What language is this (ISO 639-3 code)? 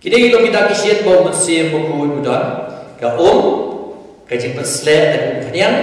kha